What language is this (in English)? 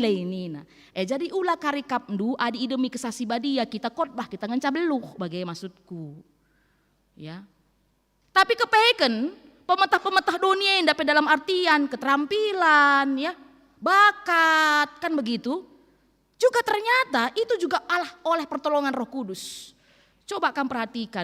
Batak Karo